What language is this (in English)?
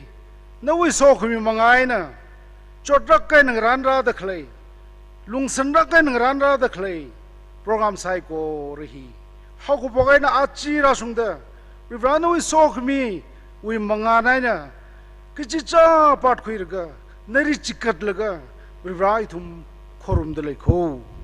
Tangkhul Naga (India)